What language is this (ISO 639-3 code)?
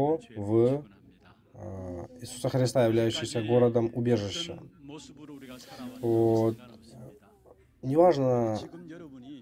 rus